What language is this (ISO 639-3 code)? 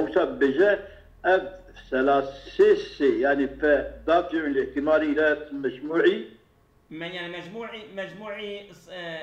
kur